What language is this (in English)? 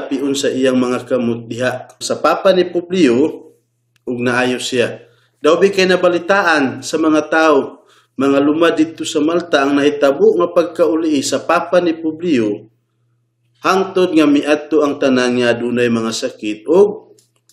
Cebuano